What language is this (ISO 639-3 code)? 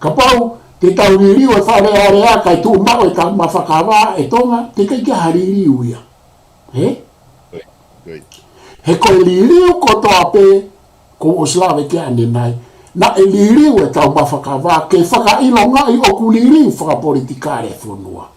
ton